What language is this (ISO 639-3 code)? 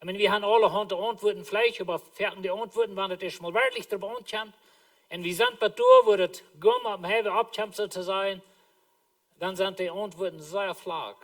pdt